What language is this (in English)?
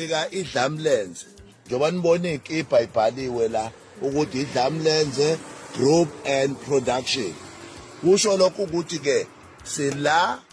Zulu